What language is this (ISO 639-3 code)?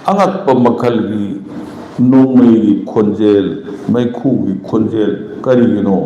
mni